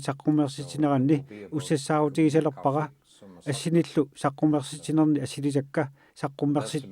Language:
Kalaallisut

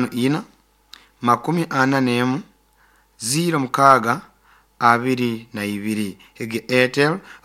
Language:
Nyoro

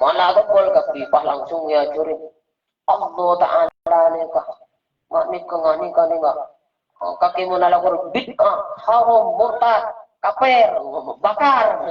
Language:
Madurese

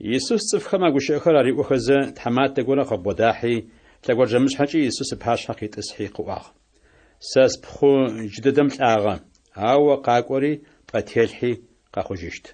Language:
Adyghe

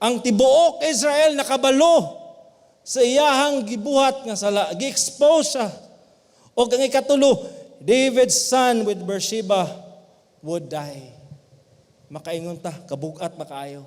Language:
Cebuano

